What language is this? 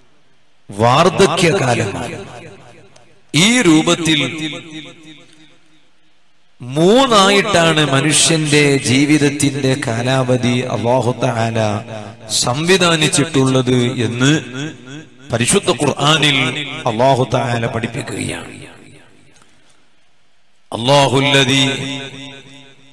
Malayalam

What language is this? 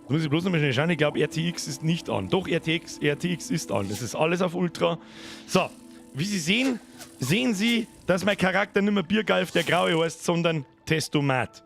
Bavarian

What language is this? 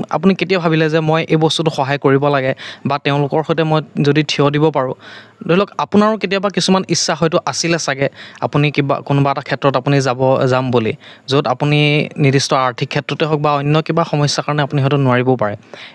Assamese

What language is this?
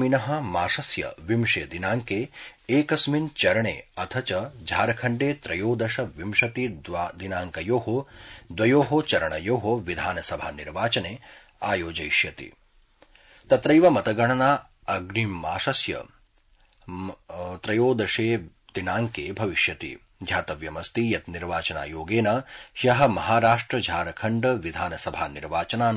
Sanskrit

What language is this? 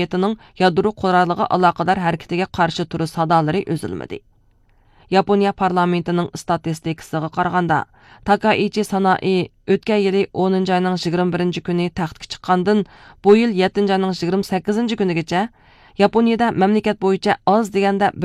Uyghur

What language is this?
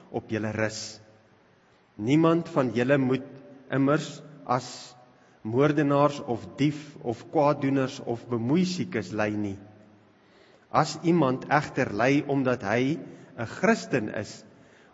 Afrikaans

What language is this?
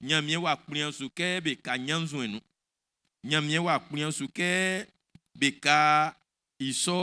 Baoulé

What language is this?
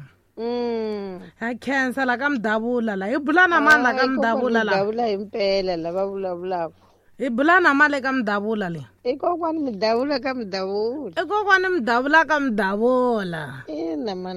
Tsonga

